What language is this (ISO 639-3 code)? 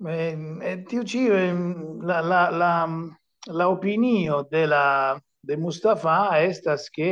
epo